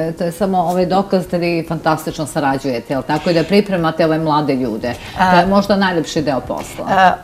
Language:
Serbian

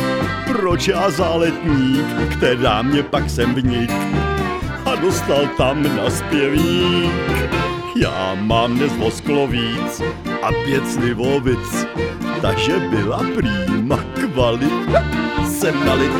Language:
Czech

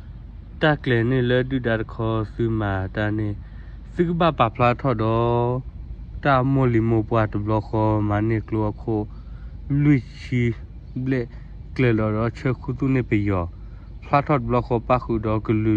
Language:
S'gaw Karen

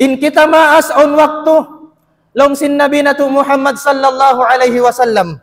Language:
Tausug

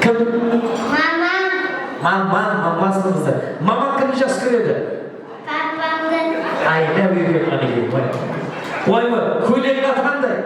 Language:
Kara-Kalpak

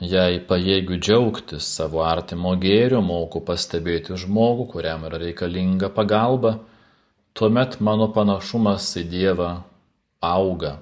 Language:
Lithuanian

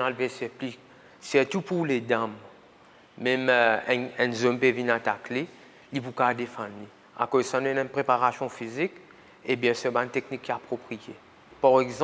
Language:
Morisyen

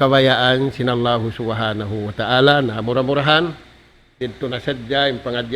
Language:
Tausug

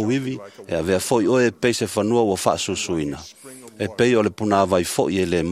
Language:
Samoan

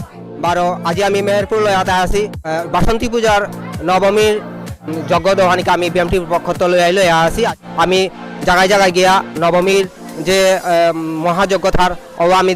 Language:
Bishnupriya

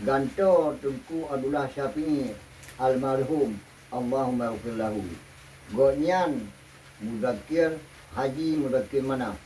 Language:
Achinese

